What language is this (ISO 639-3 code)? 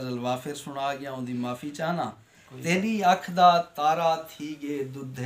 skr